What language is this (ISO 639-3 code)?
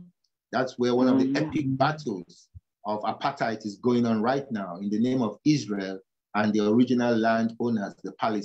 eng